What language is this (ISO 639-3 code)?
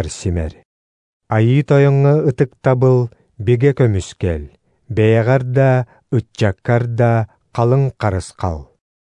sah